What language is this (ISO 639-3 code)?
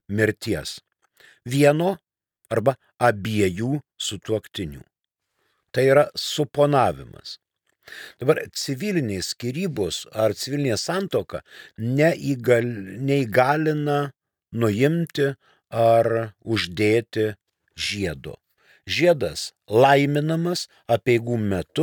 lit